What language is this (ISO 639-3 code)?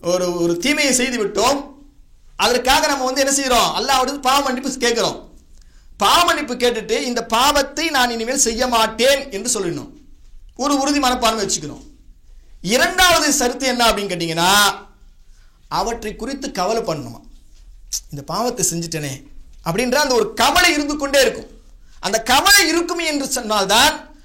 tam